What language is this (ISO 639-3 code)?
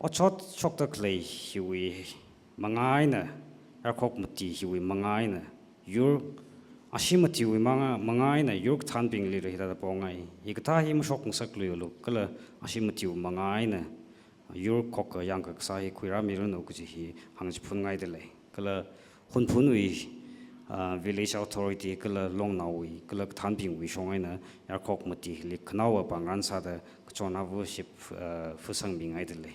nmf